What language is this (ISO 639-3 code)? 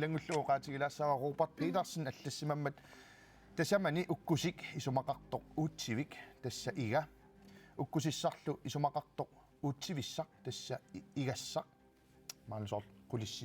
kal